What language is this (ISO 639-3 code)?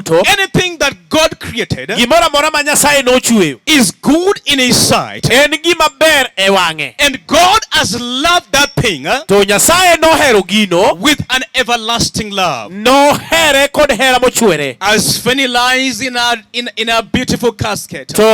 luo